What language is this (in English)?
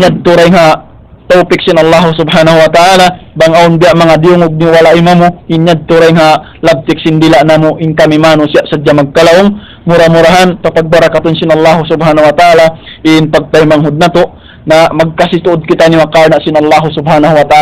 Tausug